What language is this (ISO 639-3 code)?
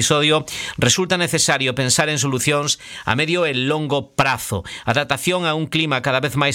glg